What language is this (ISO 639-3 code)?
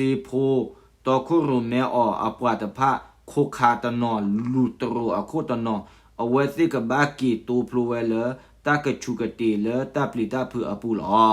ksw